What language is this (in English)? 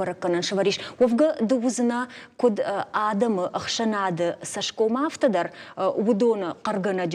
Ossetic